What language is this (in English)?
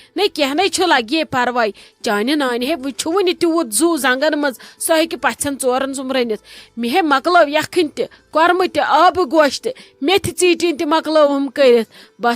Kashmiri